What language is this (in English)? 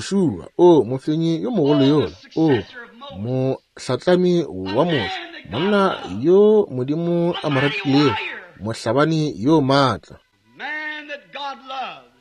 Northern Sotho